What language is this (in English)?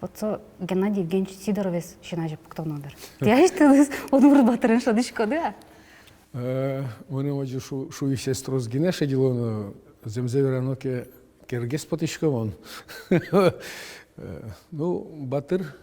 Udmurt